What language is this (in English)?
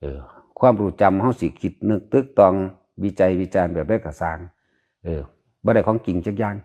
Northeastern Thai